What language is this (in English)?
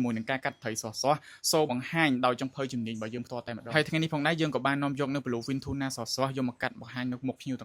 Khmer